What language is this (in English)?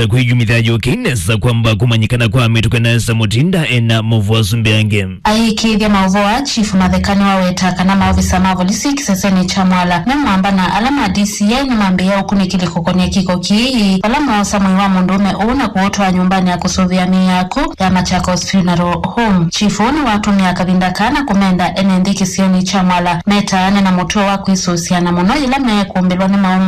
Kamba